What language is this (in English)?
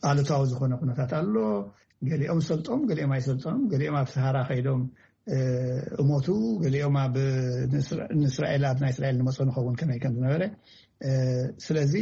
Tigrinya